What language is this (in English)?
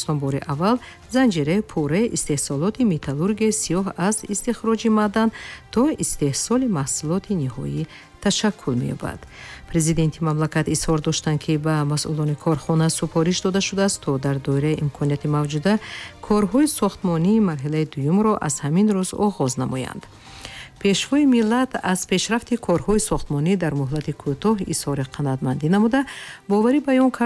Tajik